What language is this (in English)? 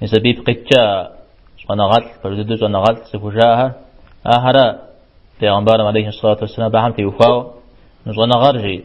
Kabardian